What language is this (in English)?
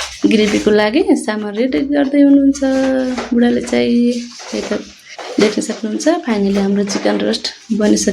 Nepali